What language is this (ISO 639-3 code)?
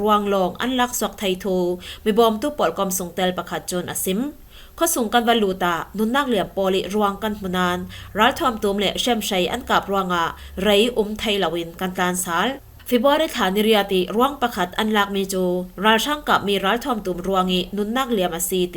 cfm